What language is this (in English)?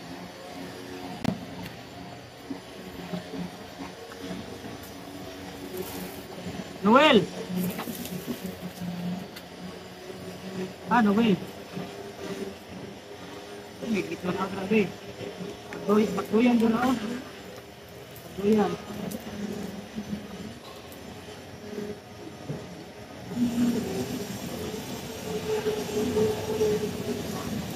Filipino